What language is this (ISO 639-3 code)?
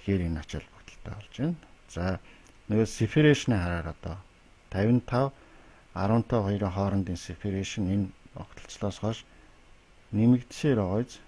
mon